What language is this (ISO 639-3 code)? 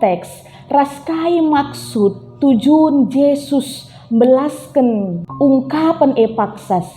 btx